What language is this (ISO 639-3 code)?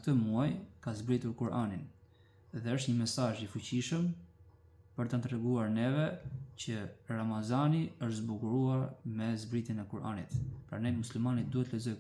sqi